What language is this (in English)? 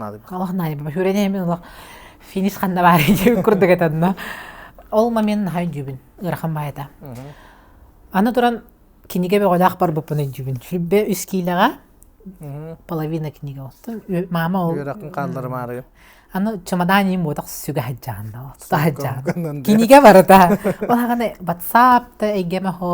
Yakut